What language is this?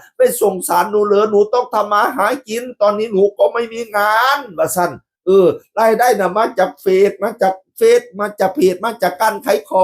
Northeastern Thai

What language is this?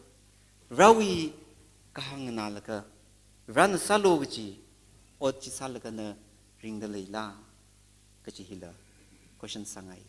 Tangkhul Naga (India)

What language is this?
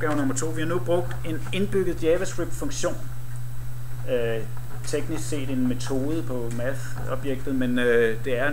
Danish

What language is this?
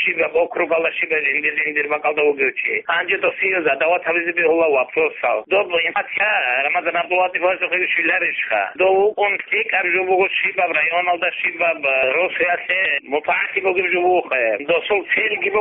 Avaric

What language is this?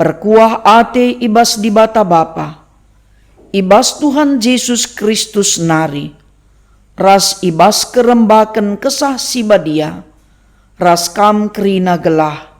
Batak Karo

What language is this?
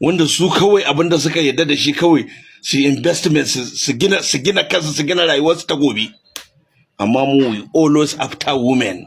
Hausa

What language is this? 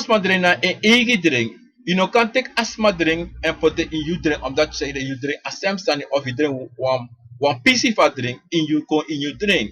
Sranan Tongo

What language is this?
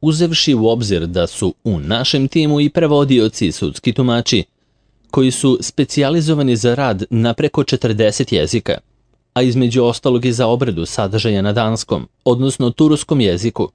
Serbian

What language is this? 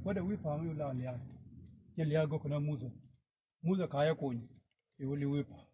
Nuer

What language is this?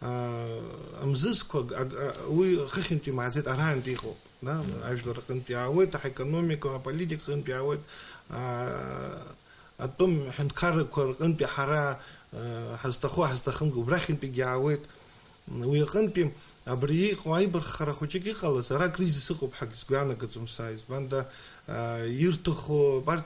Abkhazian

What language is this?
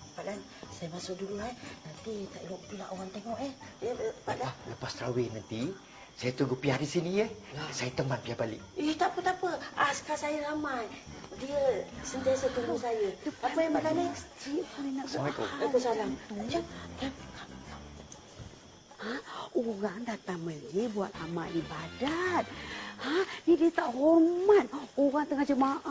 Malay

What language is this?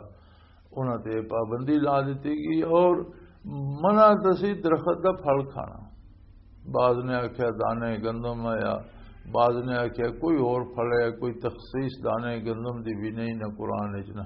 Western Panjabi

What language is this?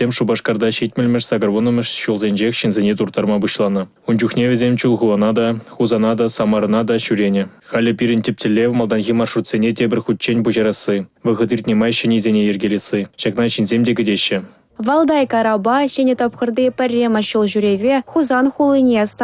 Chuvash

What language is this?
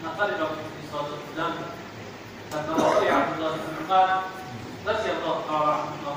Tajik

